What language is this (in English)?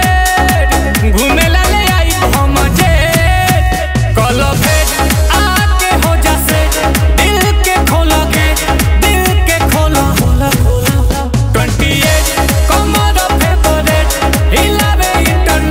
Bhojpuri